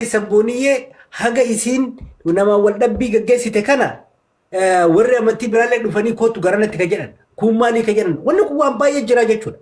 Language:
Oromo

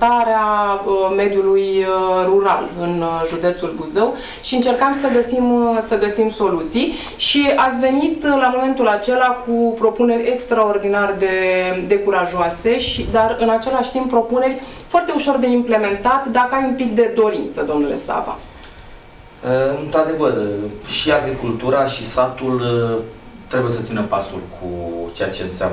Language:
Romanian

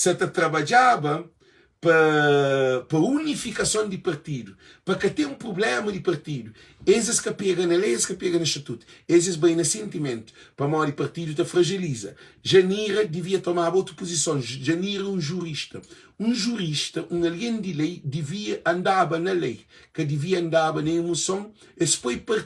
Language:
Kabuverdianu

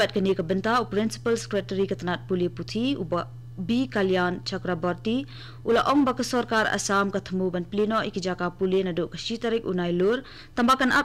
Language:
Khasi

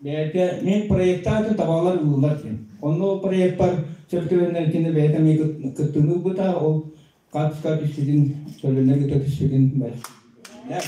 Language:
Yakut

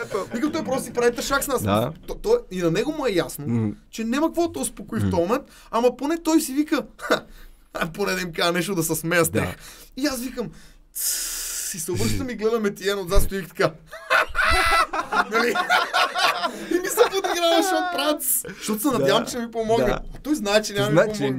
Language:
Bulgarian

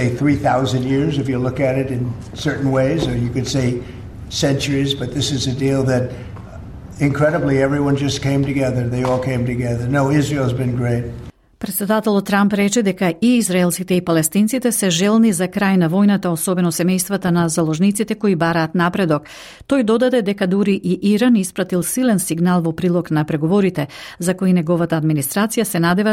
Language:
Macedonian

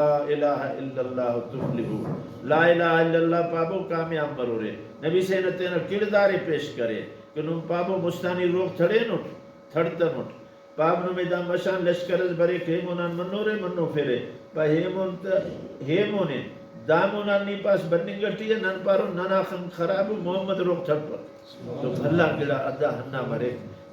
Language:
Brahui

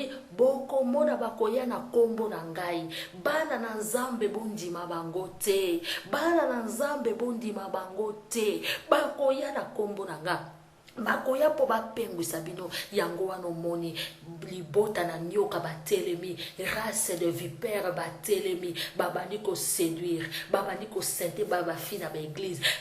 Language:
Lingala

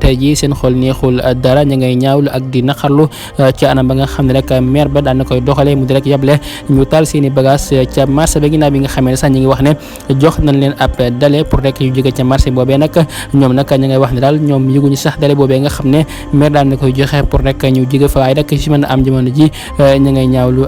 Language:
Wolof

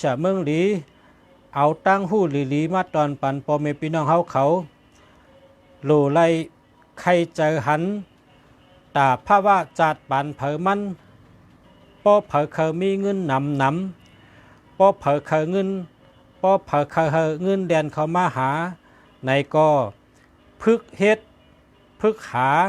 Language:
Shan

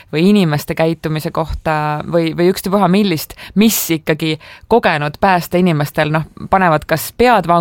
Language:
Estonian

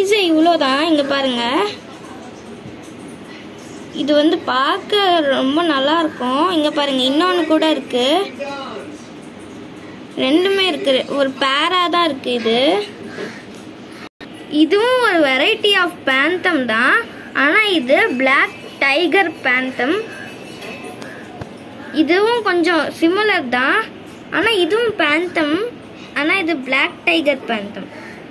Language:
Tamil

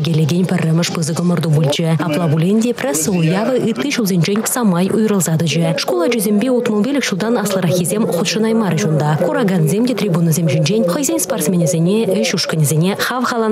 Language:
Chuvash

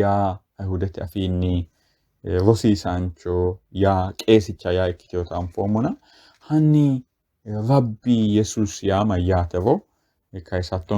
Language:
Sidamo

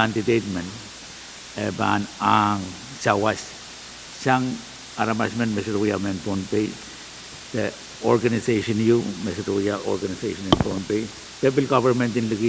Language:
Pohnpeian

